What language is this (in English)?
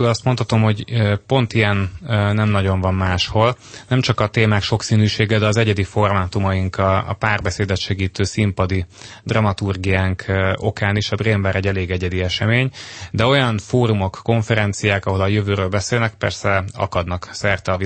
Hungarian